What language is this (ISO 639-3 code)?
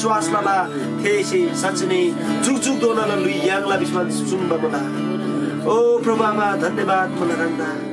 taj